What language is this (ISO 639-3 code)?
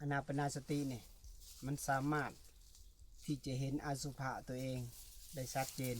lao